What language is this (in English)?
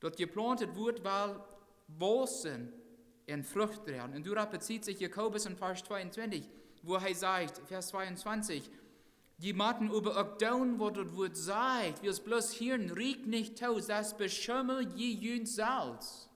Plautdietsch